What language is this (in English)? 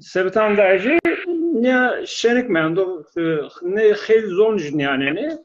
Zaza